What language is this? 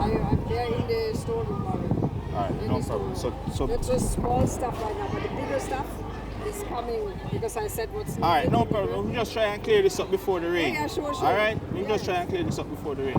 Jamaican Creole English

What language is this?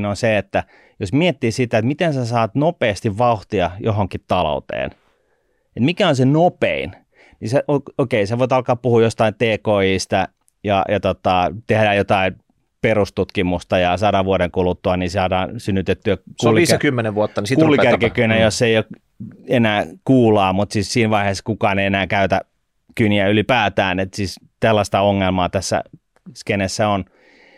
Finnish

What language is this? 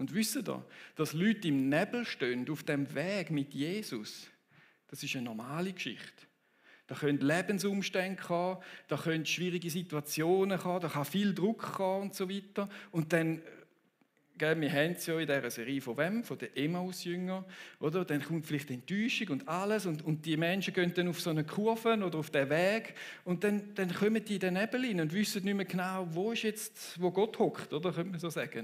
Swiss German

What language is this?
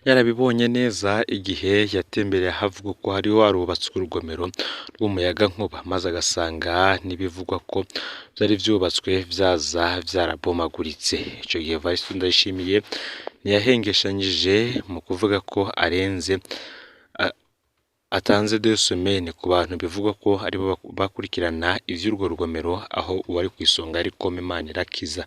Rundi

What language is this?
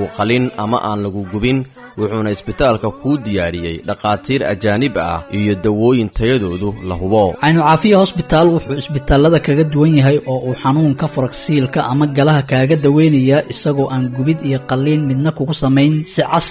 Somali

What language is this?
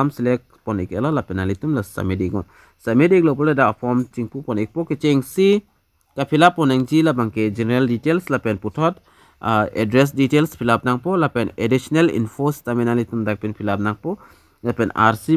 Karbi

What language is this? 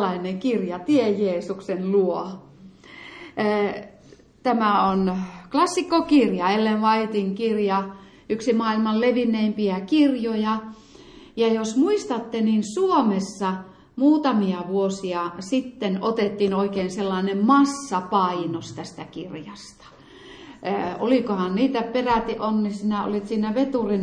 Finnish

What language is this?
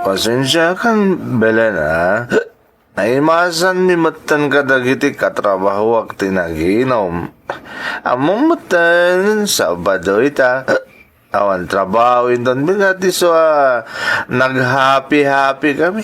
Iloko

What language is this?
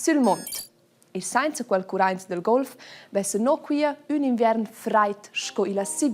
Romansh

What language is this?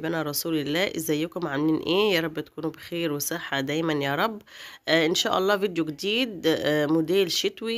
Egyptian Arabic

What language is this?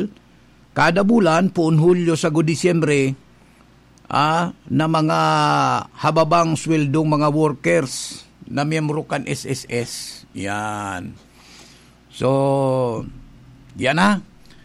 Bikol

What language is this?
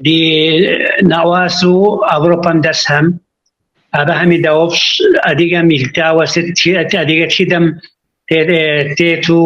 Kabardian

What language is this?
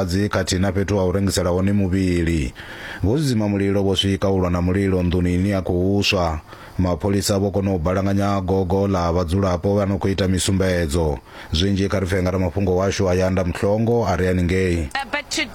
Venda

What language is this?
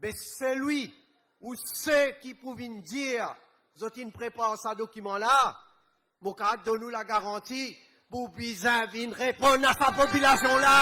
Morisyen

